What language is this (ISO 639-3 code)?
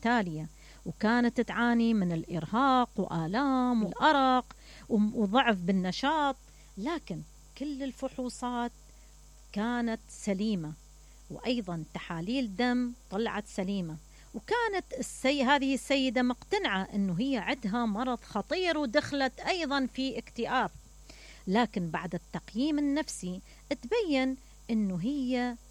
acm